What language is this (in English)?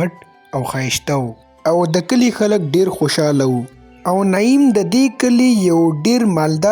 Pashto